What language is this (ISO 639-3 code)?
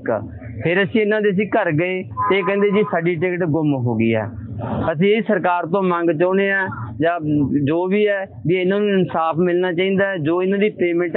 pan